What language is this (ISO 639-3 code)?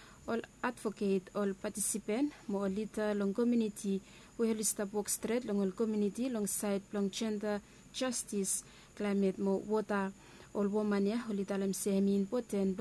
bis